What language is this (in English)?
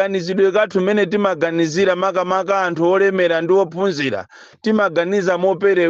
Nyanja